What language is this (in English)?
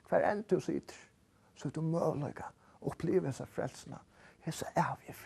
Faroese